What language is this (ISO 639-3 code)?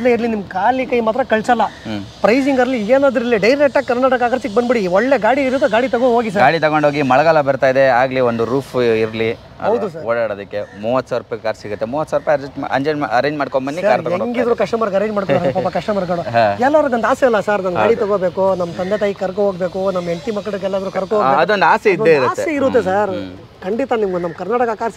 kan